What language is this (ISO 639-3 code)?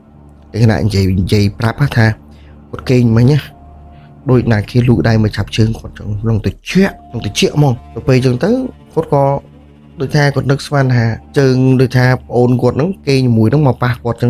khm